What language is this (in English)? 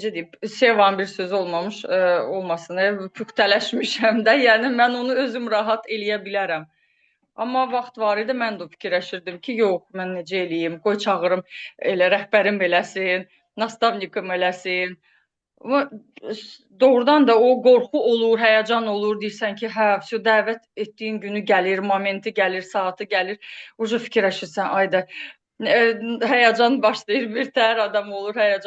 Azerbaijani